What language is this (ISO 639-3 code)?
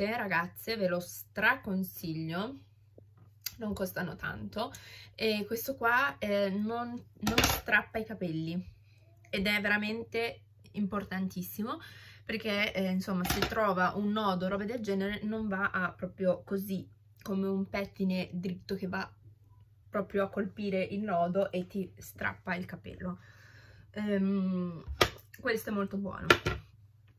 ita